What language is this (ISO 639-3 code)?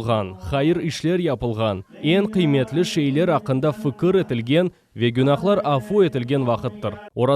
crh